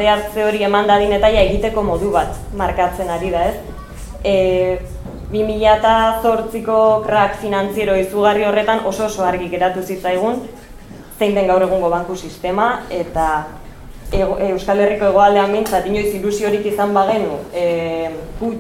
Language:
Basque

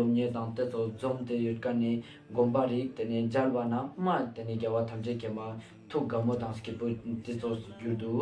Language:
Ladakhi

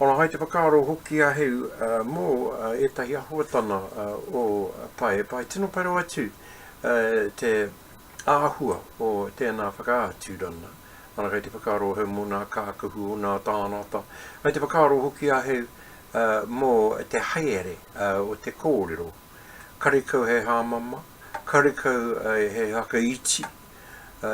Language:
Māori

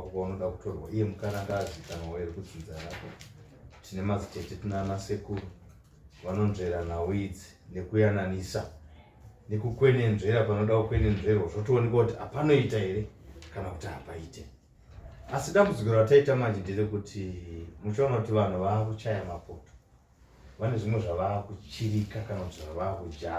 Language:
Shona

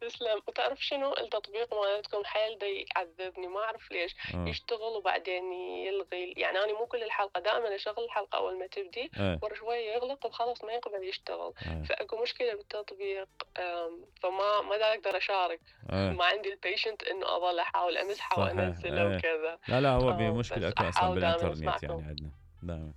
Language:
Mesopotamian Arabic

